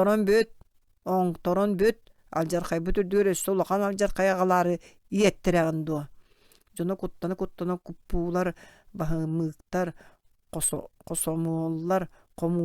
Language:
Yakut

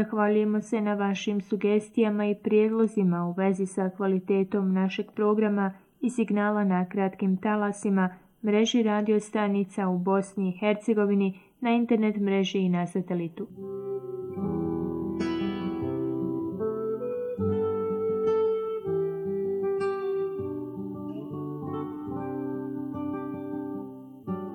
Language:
Bosnian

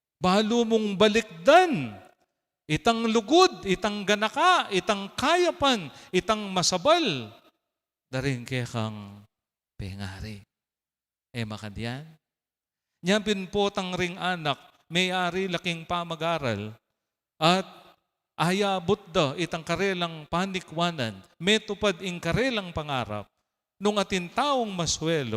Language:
Pampanga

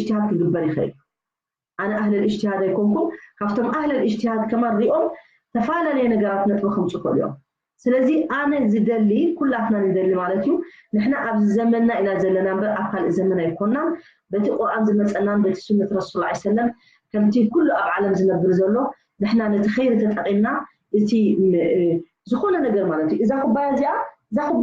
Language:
Tigrinya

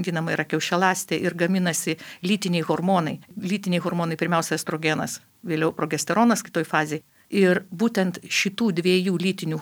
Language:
Lithuanian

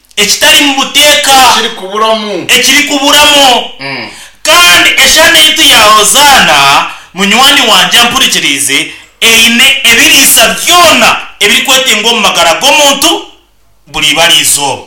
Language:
Nyankole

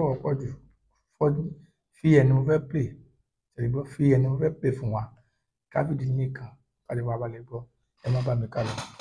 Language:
Yoruba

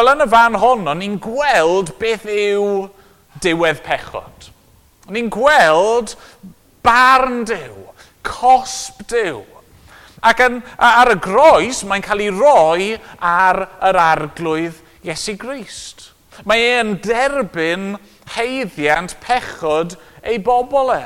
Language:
Welsh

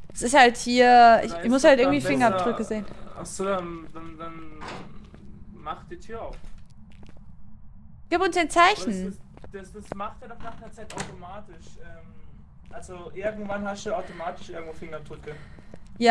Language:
German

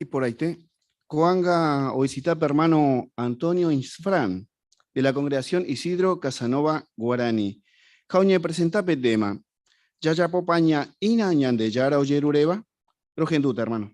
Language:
Guarani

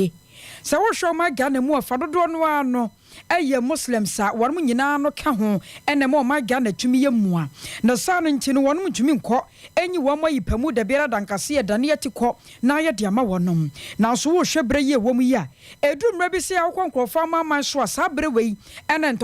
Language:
Akan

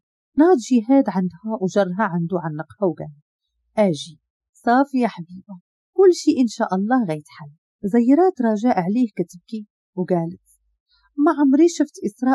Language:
Moroccan Arabic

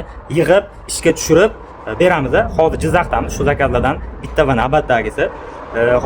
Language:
Uzbek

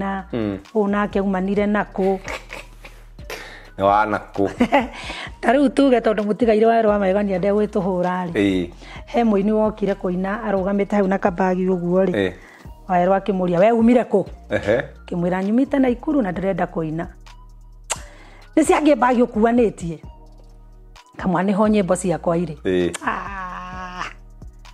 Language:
Kikuyu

